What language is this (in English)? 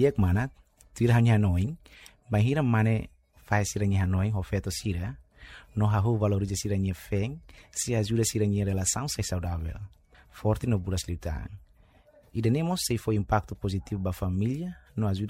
Tetum